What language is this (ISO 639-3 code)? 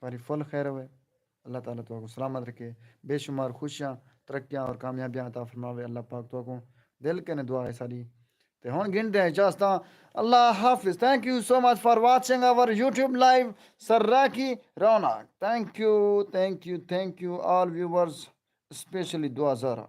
skr